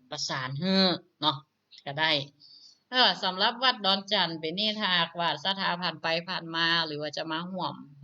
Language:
Northern Thai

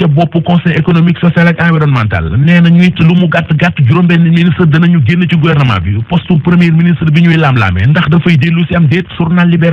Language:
Wolof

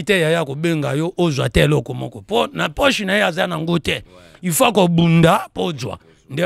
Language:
Lingala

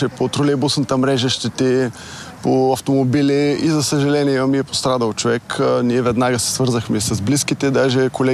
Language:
Bulgarian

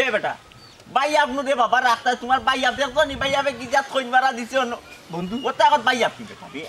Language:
Sylheti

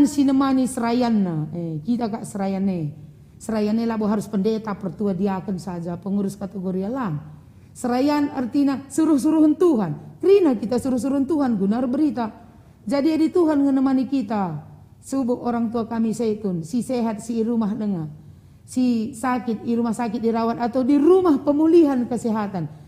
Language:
Batak Karo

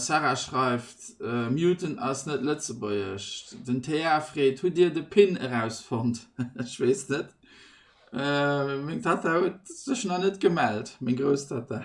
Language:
Luxembourgish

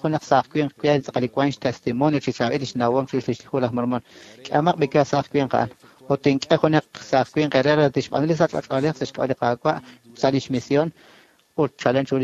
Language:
Kekchí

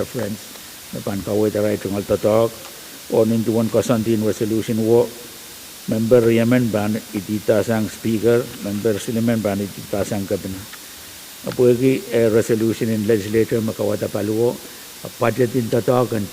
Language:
Pohnpeian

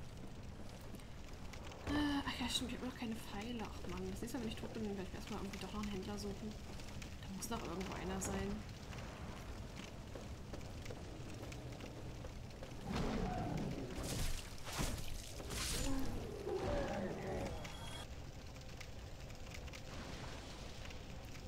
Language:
German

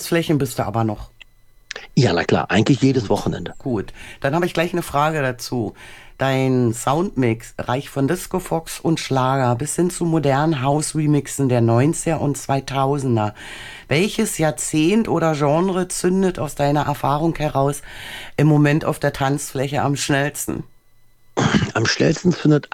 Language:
German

